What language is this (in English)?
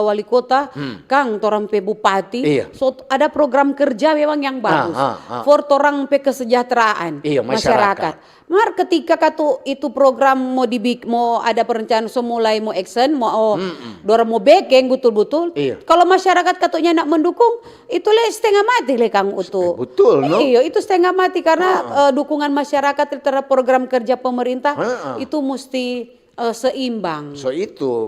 Manado Malay